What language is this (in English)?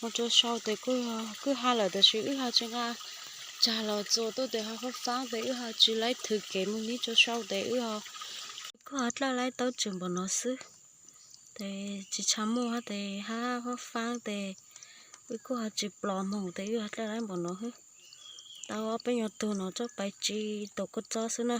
Hmong